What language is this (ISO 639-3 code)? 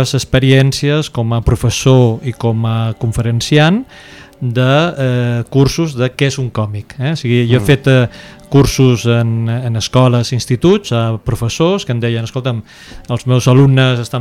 cat